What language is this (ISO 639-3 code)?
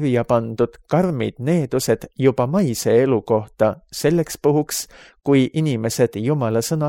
est